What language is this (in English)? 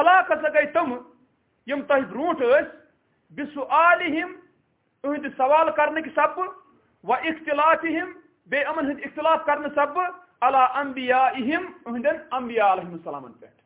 Kashmiri